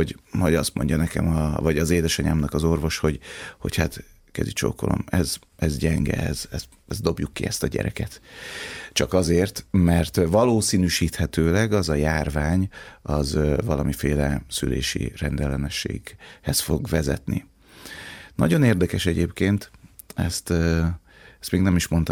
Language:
Hungarian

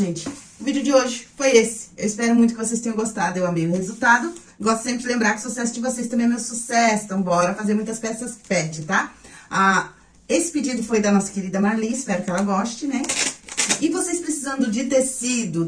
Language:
Portuguese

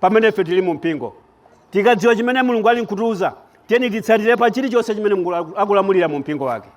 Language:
Nyanja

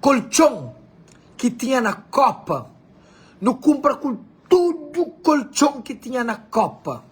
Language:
Kabuverdianu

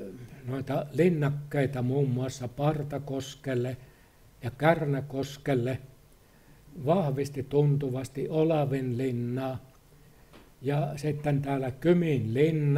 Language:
Finnish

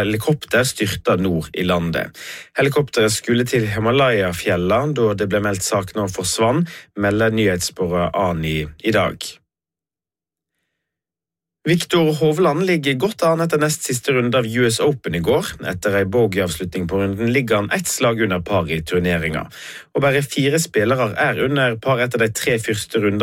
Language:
Norwegian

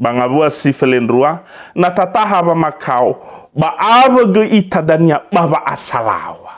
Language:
Nias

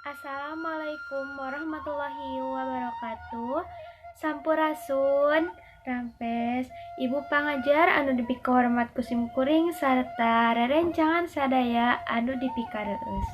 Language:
Sundanese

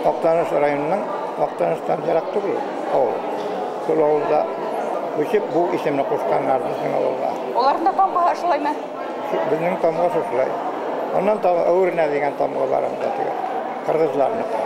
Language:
Bashkir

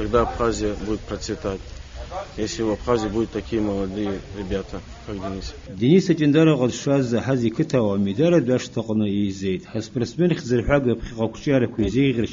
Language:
Abkhazian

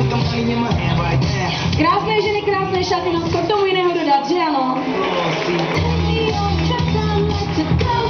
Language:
Czech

